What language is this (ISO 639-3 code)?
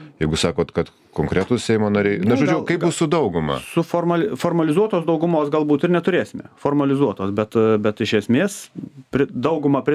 lit